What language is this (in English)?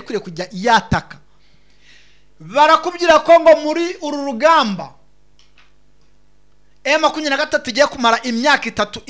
Kinyarwanda